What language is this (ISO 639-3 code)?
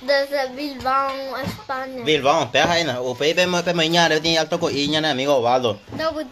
grn